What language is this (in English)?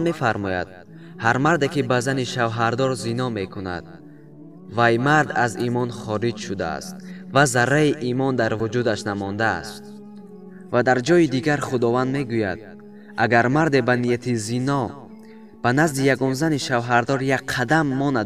Tajik